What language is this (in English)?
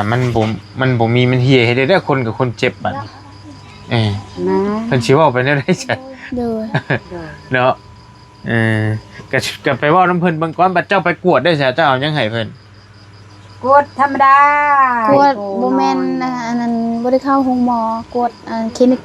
Northeastern Thai